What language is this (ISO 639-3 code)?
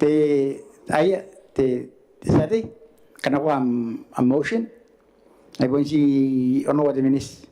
gil